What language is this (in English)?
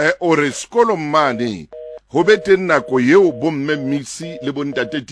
Southern Sotho